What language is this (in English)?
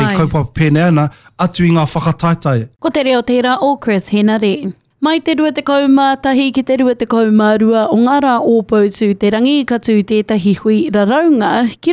Māori